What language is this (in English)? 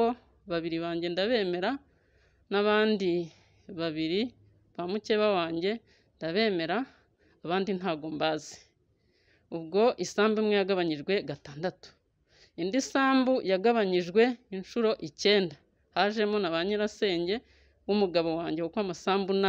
Kinyarwanda